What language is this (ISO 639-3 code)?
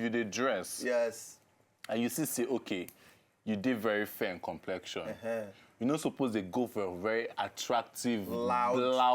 pcm